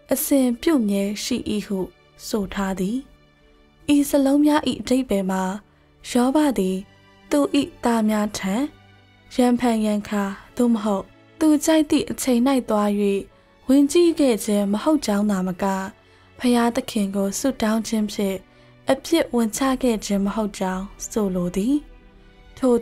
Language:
Burmese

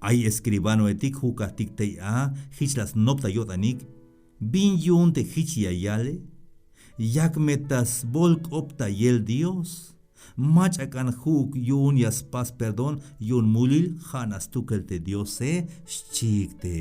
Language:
Tzeltal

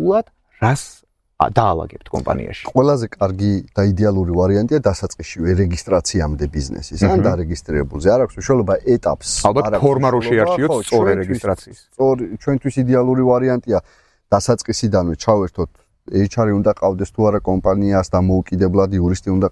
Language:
Georgian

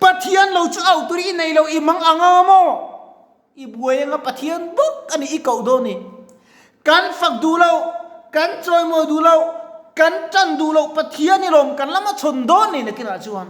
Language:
Mizo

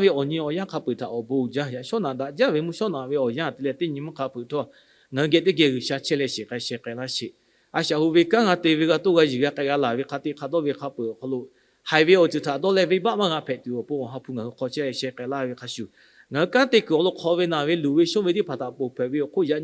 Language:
Lahu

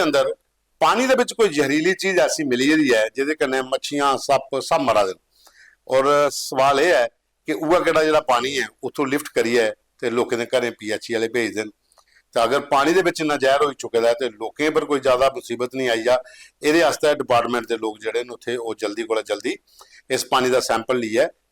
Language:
Dogri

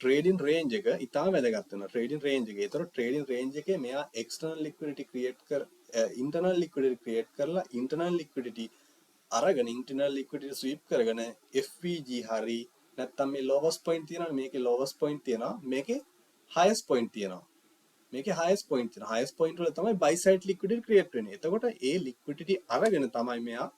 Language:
Sinhala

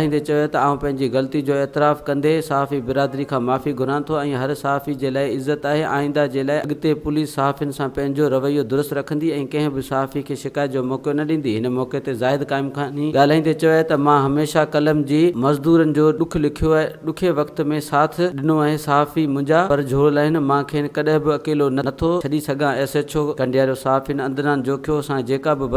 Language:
Sindhi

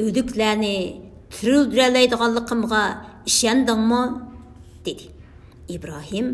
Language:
Uyghur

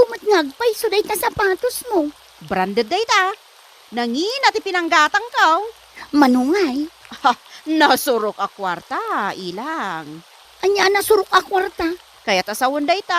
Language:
Iloko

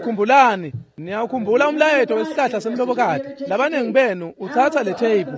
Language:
Swati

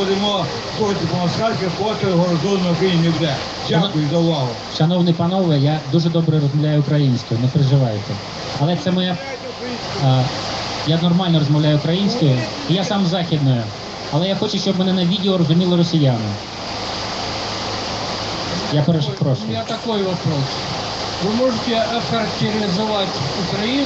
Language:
Ukrainian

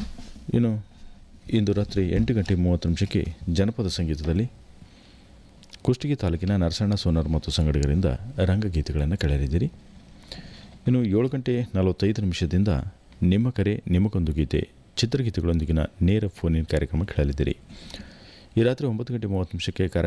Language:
Kannada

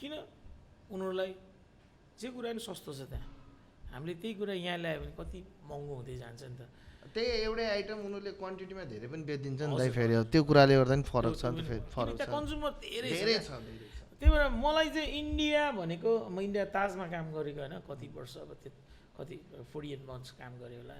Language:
Nepali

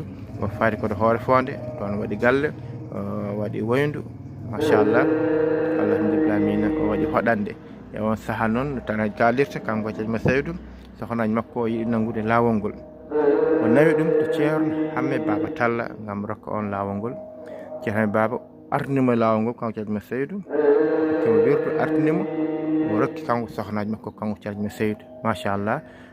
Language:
Fula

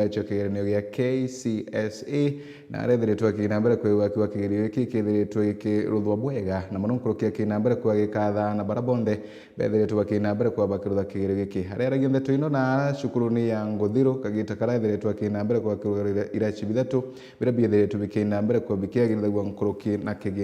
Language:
Meru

